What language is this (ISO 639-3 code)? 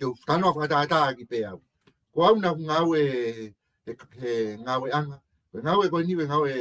ton